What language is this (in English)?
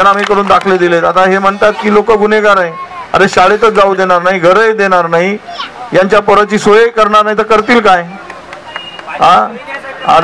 Marathi